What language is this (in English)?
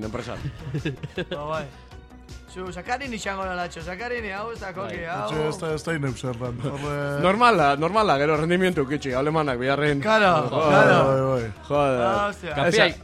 Basque